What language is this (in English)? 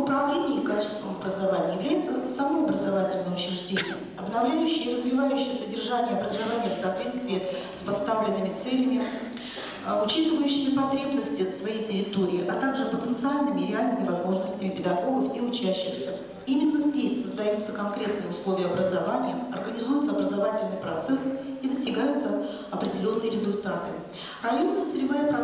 Russian